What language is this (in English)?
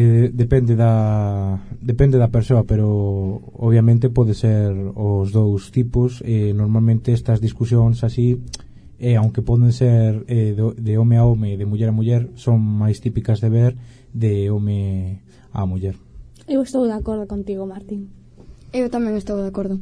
Galician